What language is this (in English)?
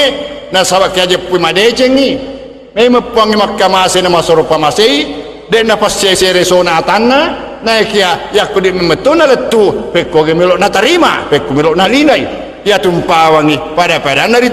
Buginese